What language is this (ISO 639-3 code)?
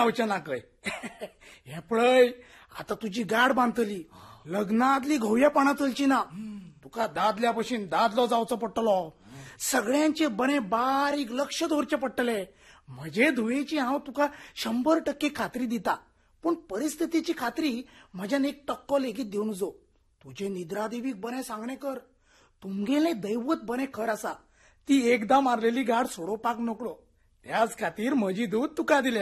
kok